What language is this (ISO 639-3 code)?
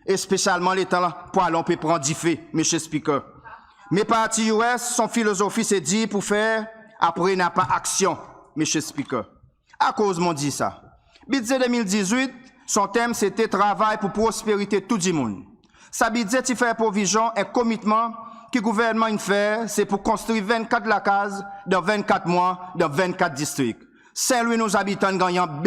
crs